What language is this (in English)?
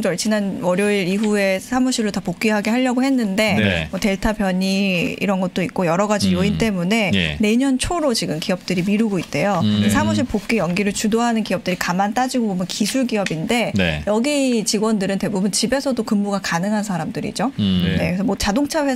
Korean